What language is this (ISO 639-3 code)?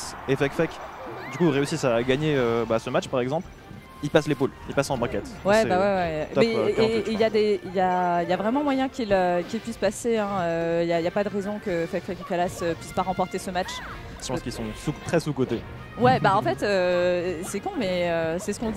fra